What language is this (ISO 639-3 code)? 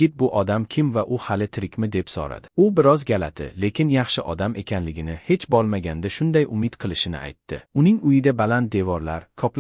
uzb